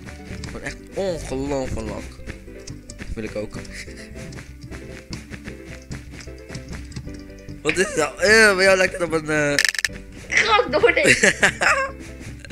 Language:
Dutch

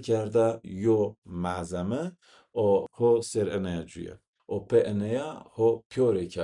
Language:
Zaza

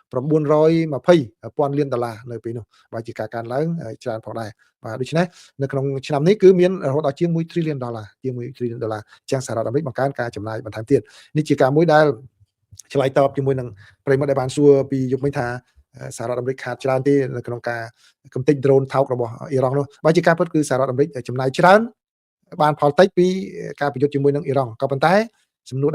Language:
Khmer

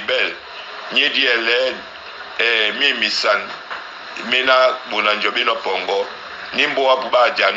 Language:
Duala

